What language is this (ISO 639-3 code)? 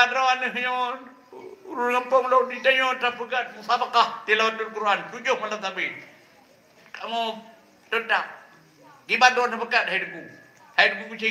ace